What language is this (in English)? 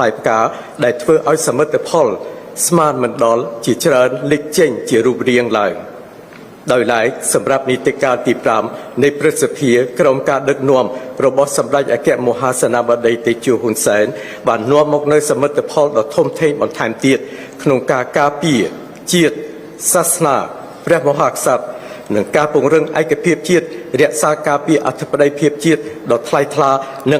Khmer